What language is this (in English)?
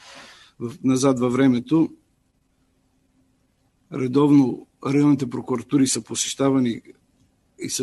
Bulgarian